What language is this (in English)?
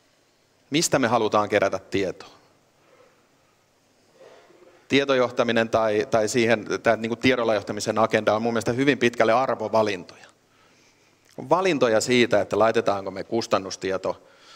Finnish